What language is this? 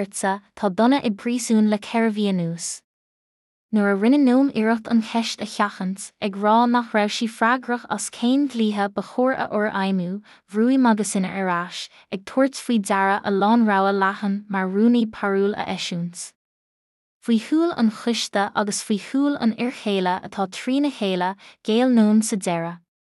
Irish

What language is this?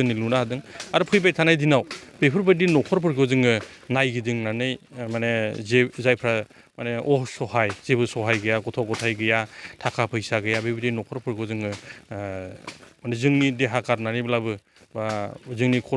Bodo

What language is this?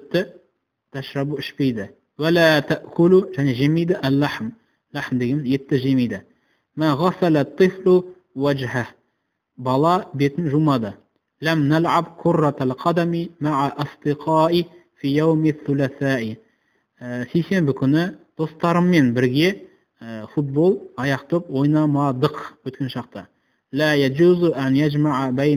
Kazakh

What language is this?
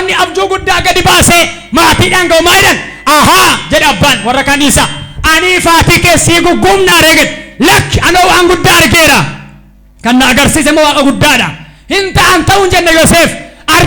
Oromo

